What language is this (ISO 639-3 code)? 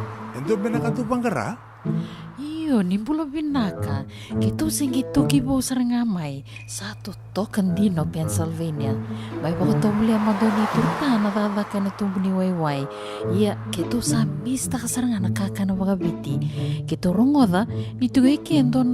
fij